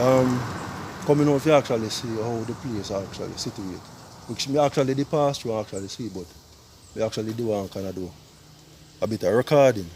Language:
Jamaican Creole English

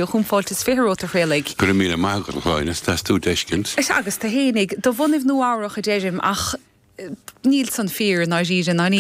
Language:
Irish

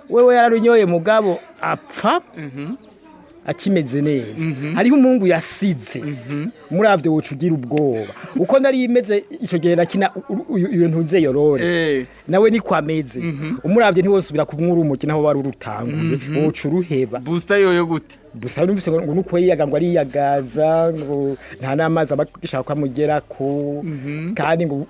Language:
Rundi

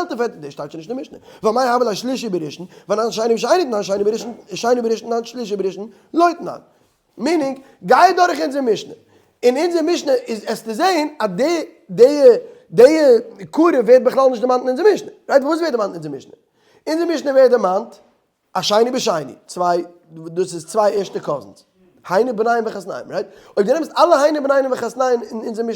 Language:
Yiddish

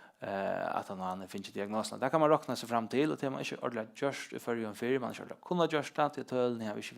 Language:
Faroese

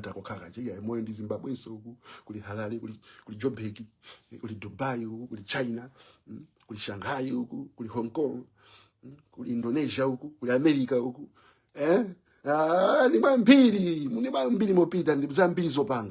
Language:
Nyanja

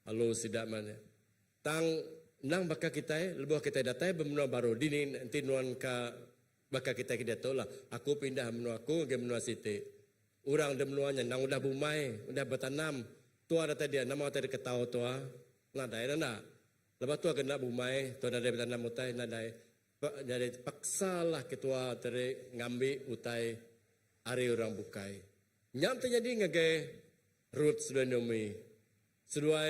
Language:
Iban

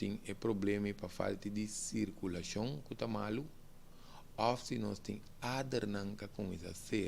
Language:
Papiamento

